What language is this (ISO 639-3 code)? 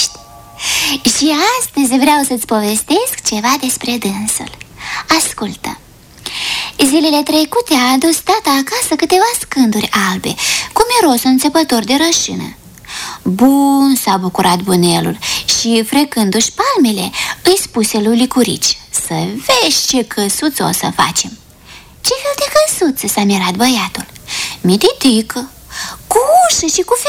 ron